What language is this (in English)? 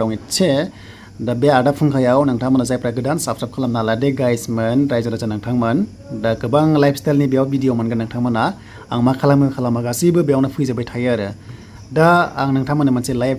Bodo